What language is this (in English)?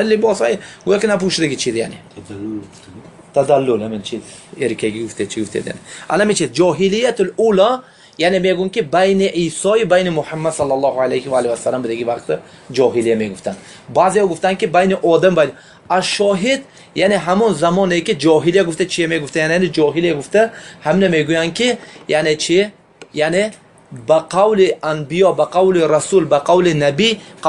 Tajik